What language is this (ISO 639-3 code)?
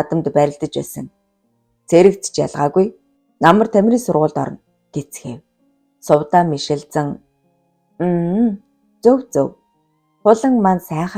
mon